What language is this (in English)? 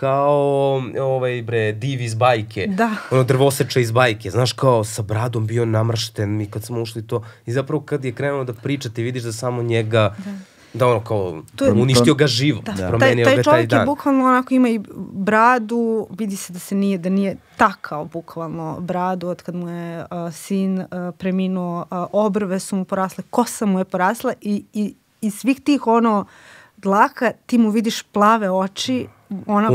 Serbian